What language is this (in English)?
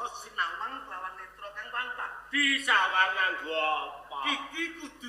Javanese